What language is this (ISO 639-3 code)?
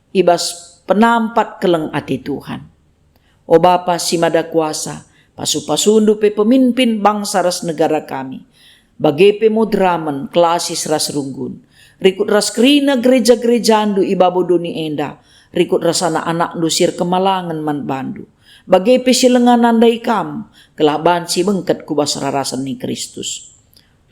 btx